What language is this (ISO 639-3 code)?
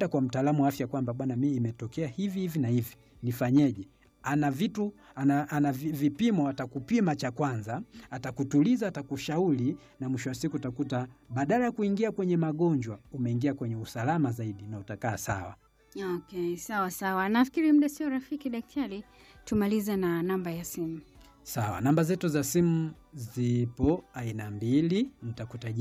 swa